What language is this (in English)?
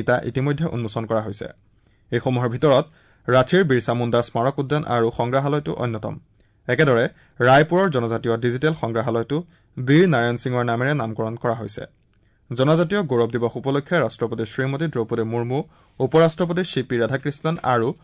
Assamese